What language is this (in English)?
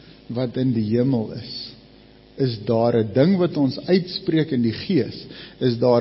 Afrikaans